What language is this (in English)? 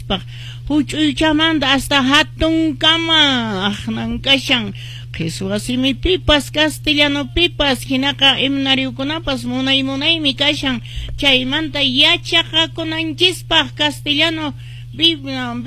Quechua